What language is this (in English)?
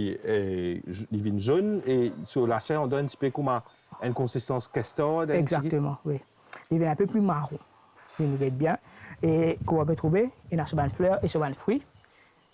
Morisyen